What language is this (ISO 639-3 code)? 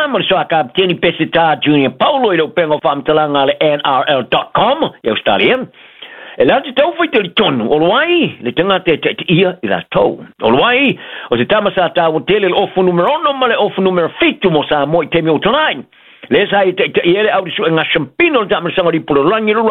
smo